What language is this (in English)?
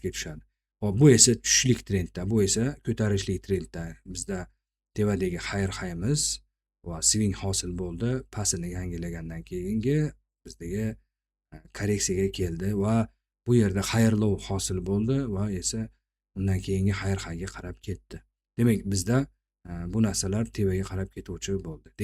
Uzbek